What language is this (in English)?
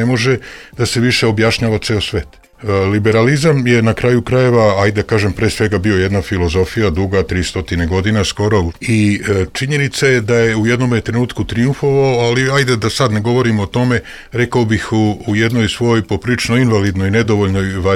Serbian